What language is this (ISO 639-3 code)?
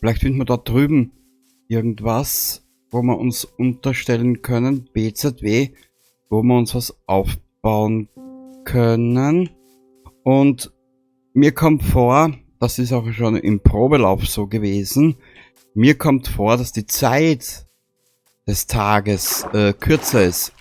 bar